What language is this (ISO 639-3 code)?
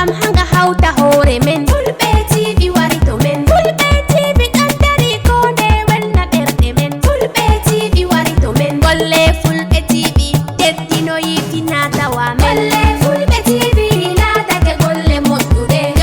ful